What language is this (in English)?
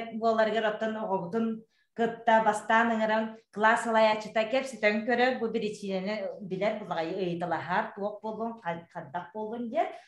Yakut